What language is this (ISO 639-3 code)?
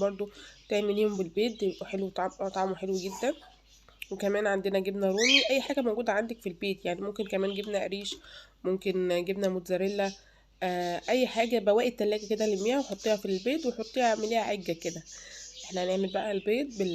arz